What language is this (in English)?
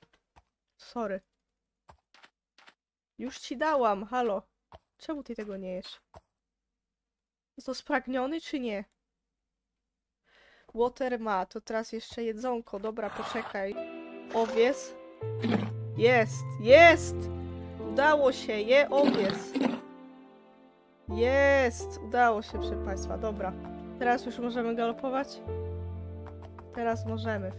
Polish